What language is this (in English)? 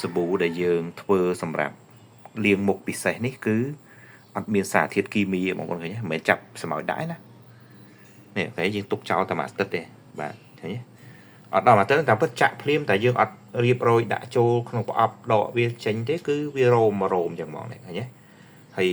Khmer